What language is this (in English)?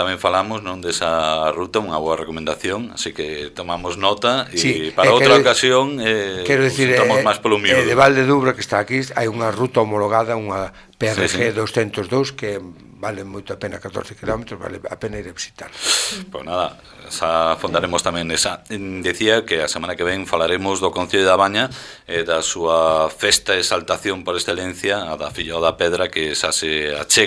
Galician